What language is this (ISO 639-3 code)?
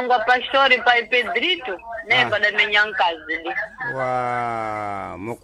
seh